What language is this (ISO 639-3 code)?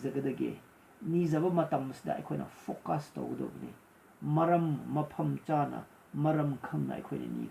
mni